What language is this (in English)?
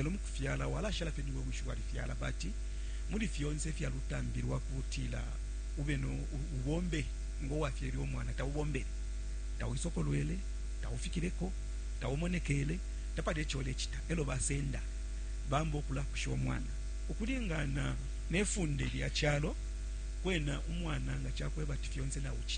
Bemba